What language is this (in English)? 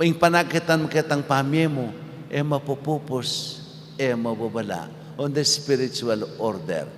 Pampanga